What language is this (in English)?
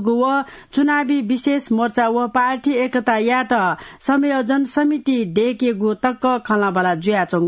Newari